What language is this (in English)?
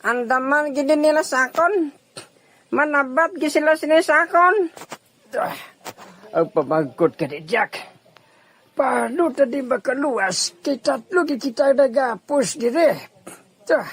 Hiligaynon